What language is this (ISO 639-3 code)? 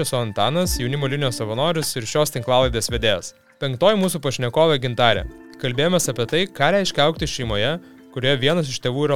lit